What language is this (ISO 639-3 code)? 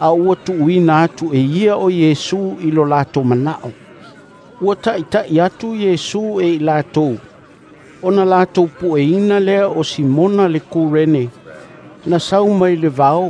smo